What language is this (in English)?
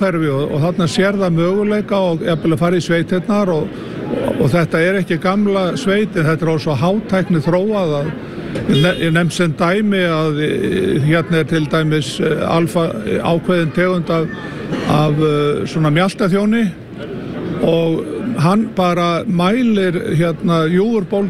Icelandic